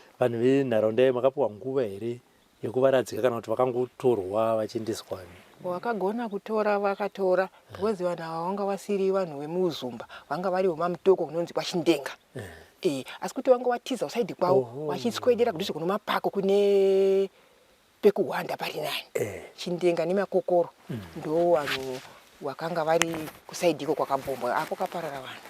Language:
Shona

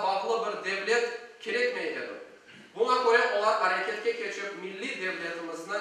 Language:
Crimean Tatar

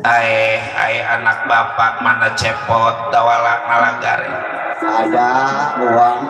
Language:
Betawi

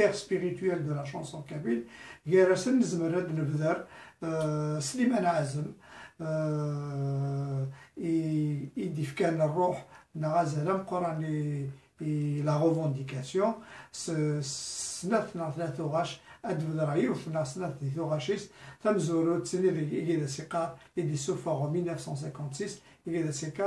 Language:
Kabyle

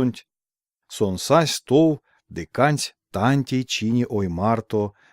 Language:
Erzya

